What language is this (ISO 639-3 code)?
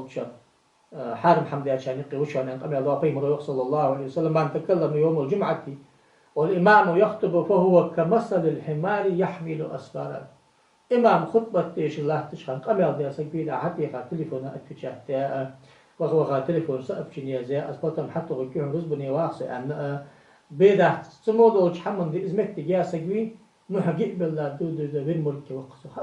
inh